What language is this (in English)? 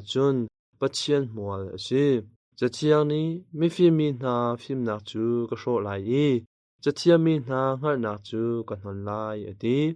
Hakha Chin